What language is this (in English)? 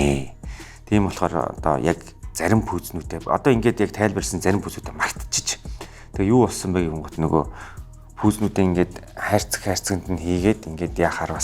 Mongolian